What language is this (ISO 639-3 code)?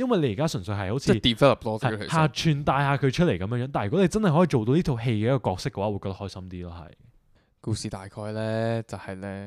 yue